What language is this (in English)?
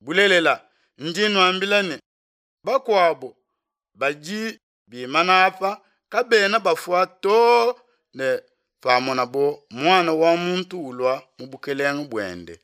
Luba-Lulua